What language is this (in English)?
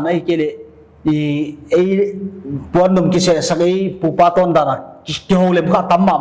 Paite Chin